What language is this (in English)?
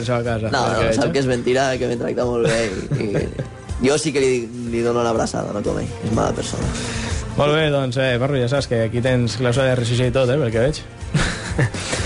Catalan